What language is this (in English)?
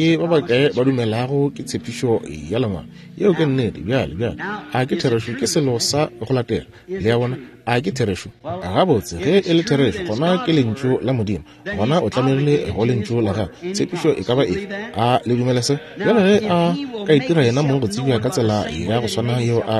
Northern Sotho